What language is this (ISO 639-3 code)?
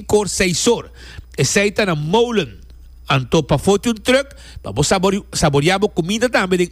pap